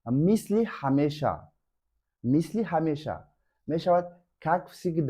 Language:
Tajik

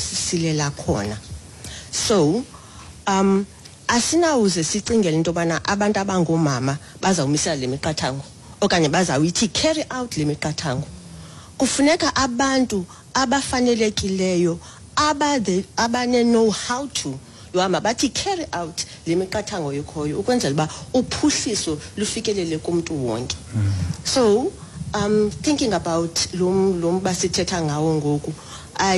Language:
Xhosa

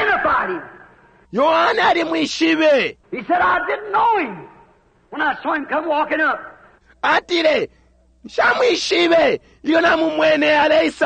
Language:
Bemba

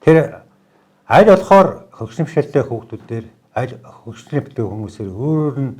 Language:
Mongolian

